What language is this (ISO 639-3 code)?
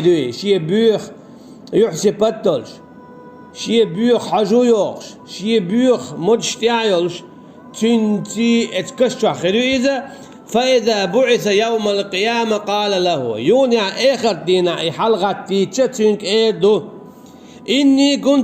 che